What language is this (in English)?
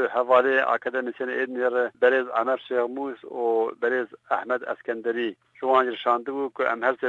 Kurdish